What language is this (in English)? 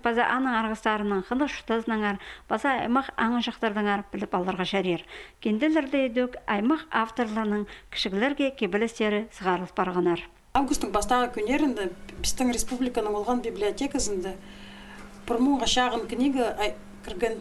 Khakas